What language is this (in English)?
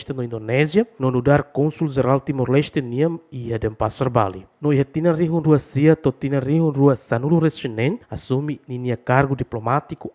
Tetum